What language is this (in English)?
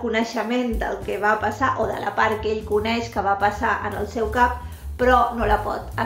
Catalan